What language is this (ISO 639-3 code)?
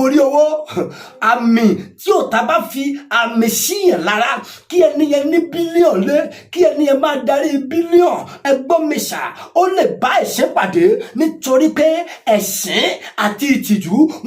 yor